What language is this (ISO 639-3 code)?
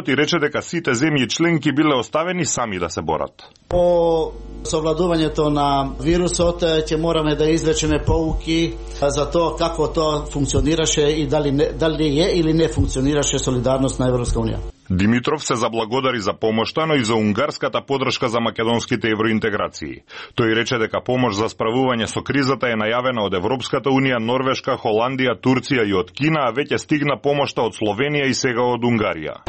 mkd